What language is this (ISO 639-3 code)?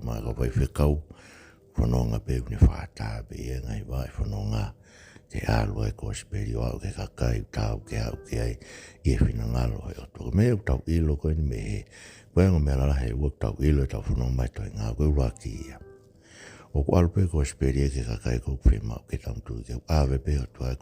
ton